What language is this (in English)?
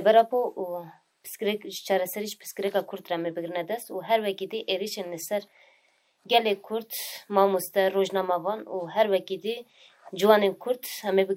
Kurdish